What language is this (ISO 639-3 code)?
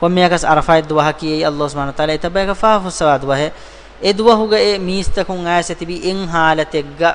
div